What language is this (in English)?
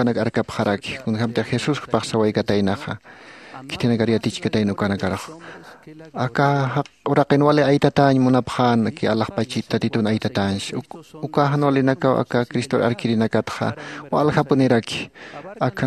Aymara